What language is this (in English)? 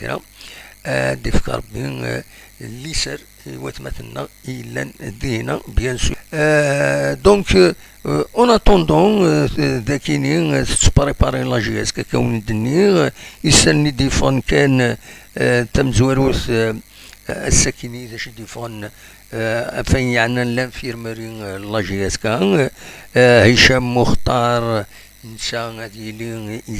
Kabyle